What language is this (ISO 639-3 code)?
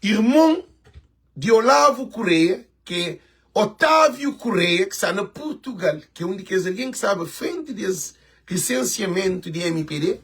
kea